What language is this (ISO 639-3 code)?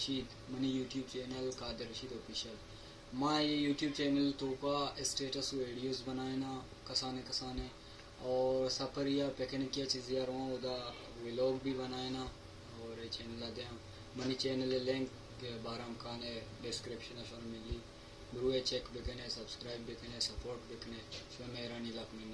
bal